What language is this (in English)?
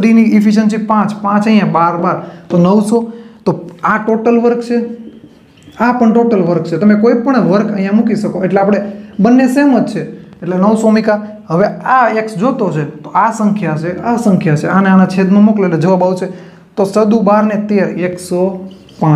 Gujarati